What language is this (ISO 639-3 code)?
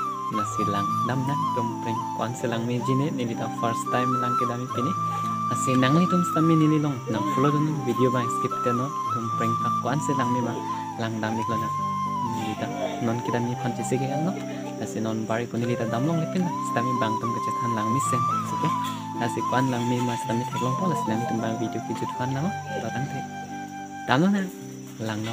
mjw